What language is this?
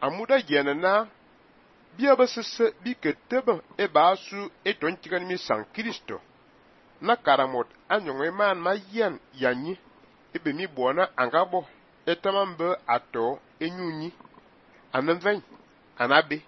Fang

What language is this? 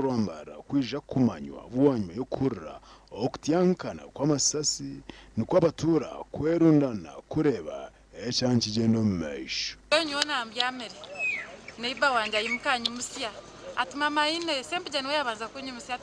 Nyankole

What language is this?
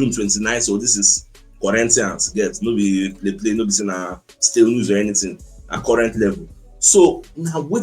Nigerian Pidgin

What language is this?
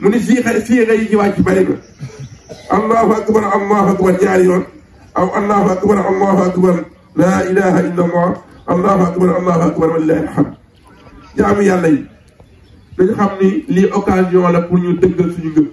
Wolof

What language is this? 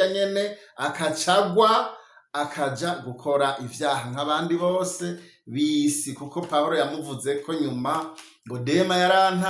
Rundi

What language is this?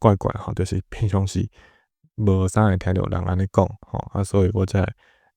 Min Nan Chinese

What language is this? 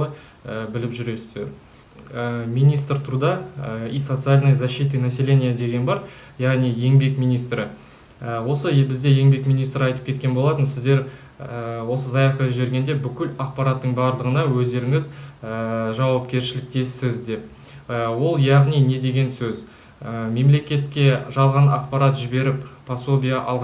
Kazakh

